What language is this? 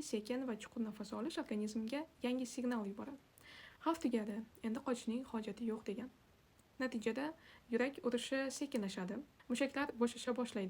Uzbek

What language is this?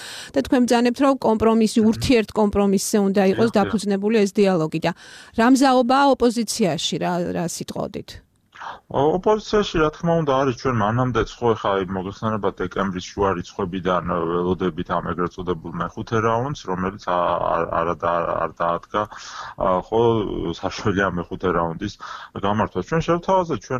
Georgian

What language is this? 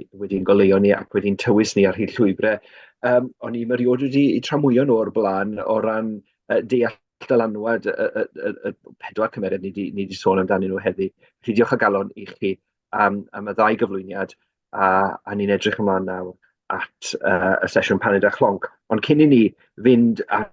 Welsh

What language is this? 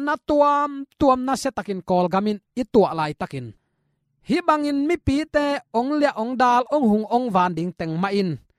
Tedim Chin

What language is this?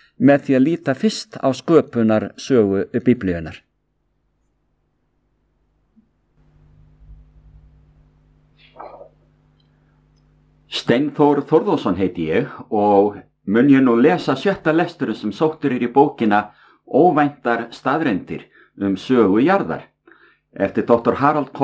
Icelandic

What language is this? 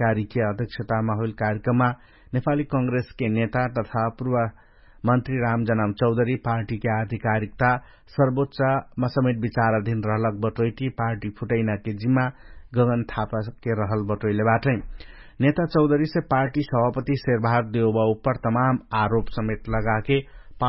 Dangaura Tharu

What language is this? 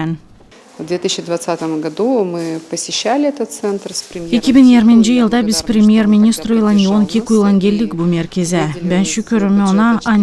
Gagauz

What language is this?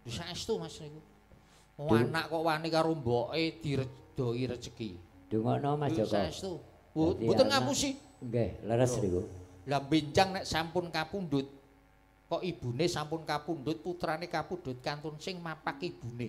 Javanese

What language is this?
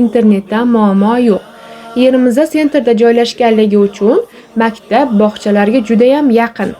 Uzbek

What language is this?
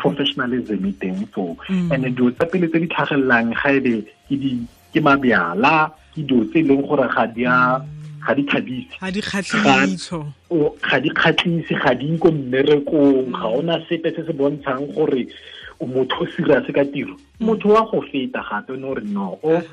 Tswana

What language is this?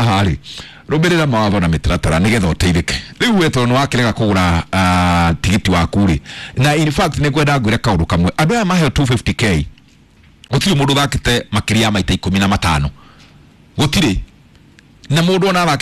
Kikuyu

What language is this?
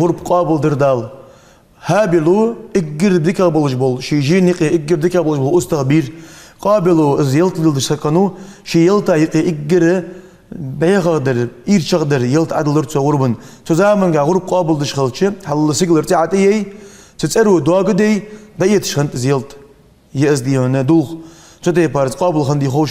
Ingush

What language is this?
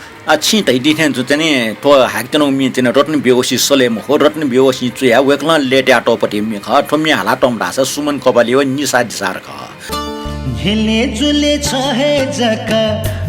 Newari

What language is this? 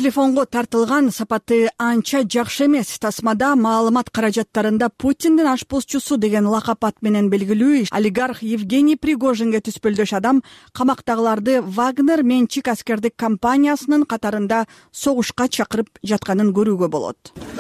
Kyrgyz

